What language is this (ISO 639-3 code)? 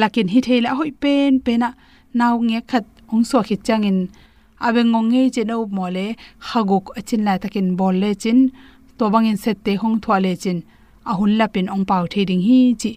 ctd